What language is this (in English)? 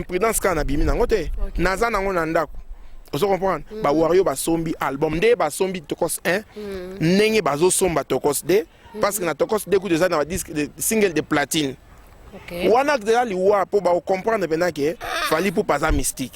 Lingala